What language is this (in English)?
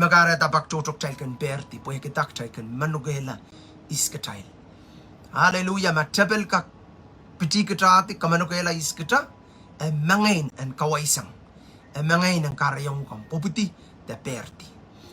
Pohnpeian